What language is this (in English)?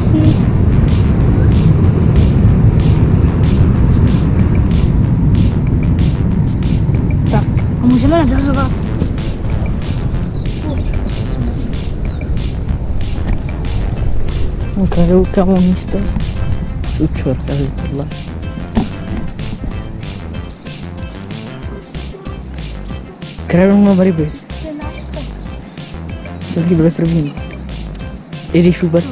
Czech